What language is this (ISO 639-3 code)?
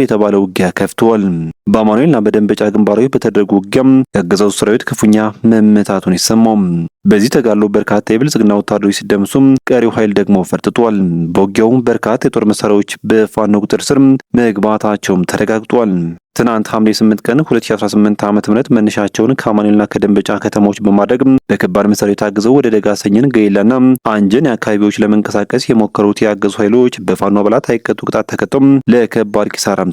amh